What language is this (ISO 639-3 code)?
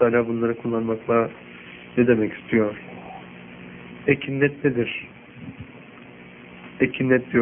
tur